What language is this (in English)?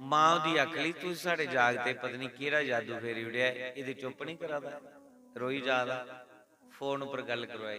Dogri